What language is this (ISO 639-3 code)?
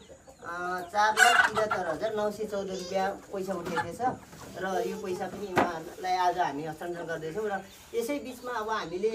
nep